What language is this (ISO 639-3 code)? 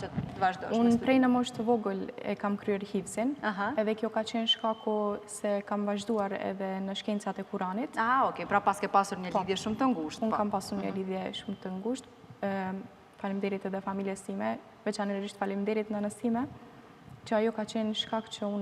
sqi